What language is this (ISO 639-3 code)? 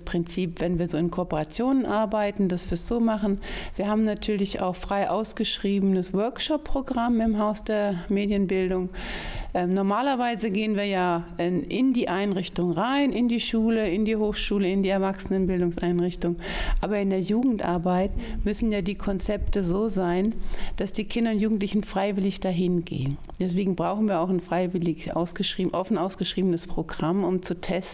deu